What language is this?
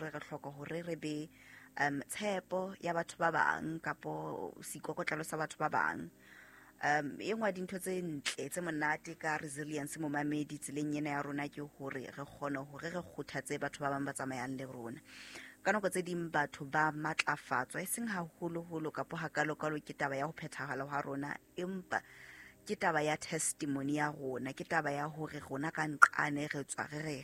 Southern Sotho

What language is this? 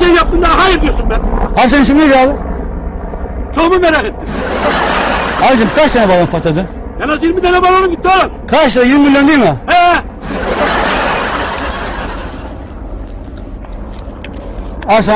Turkish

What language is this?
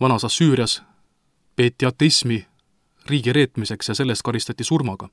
Estonian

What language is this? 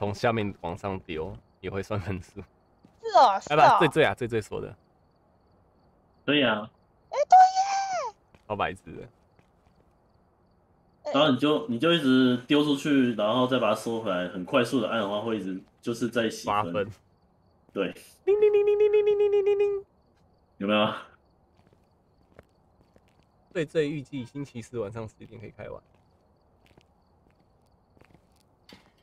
Chinese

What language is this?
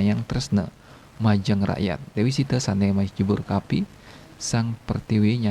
Balinese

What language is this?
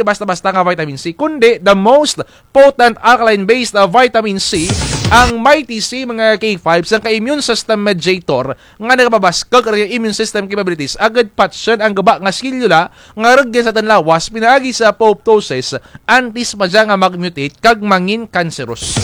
Kinaray-a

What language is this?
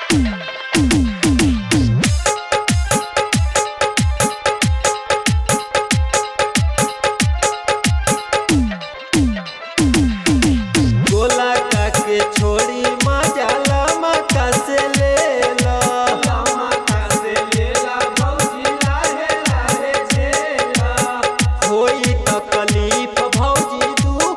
Bhojpuri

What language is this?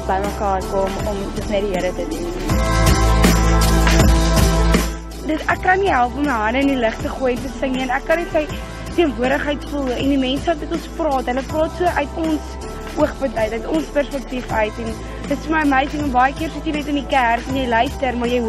Afrikaans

